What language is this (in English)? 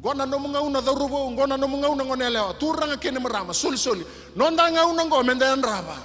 Fijian